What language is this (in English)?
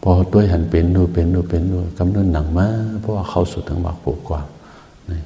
Shan